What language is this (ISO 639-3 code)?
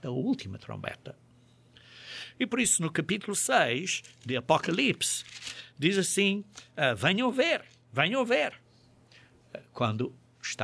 por